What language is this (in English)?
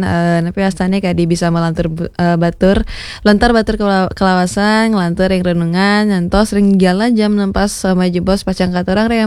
Balinese